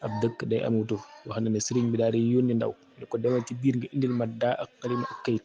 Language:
Wolof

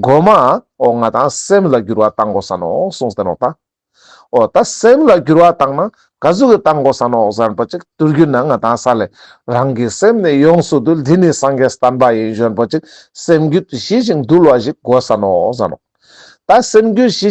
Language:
Ladakhi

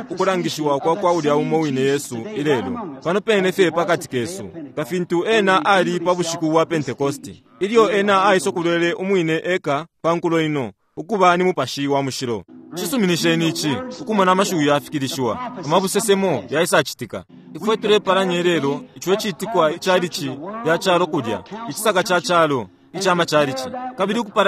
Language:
Bemba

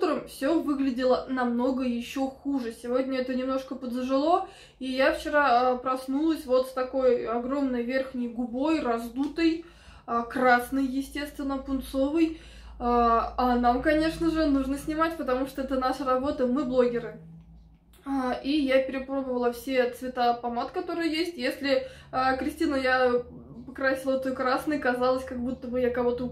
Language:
Russian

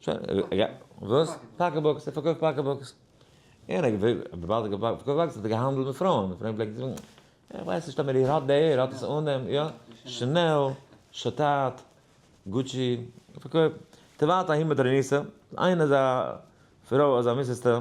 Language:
Yiddish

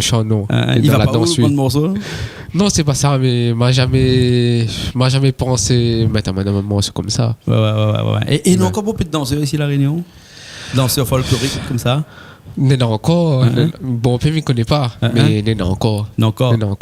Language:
Réunion Creole French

